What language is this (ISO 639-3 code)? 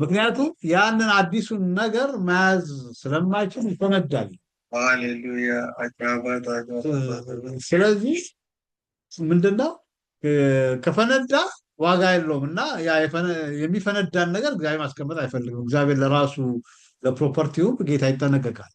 amh